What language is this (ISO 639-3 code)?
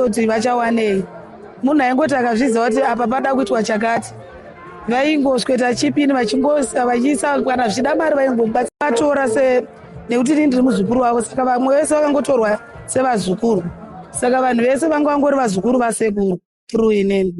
sna